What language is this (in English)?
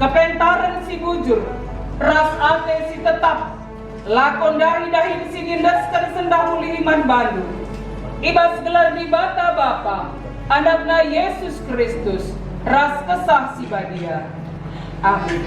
Batak Karo